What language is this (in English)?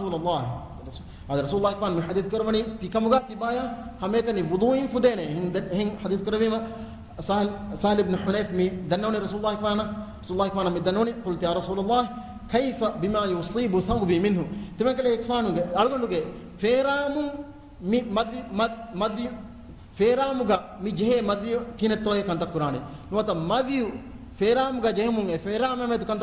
Divehi